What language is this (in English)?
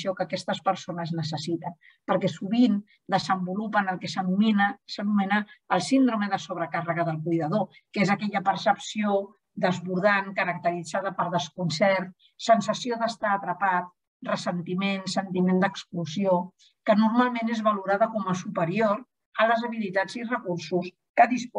Catalan